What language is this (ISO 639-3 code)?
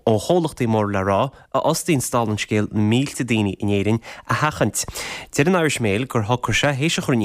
gle